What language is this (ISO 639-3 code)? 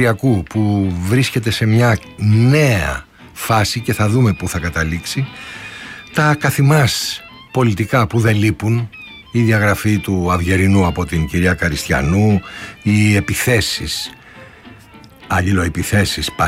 ell